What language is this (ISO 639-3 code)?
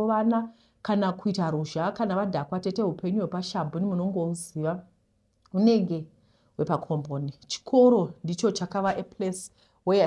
sna